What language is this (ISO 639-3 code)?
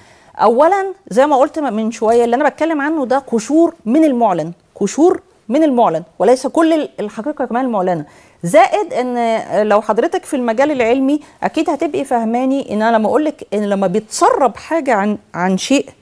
arz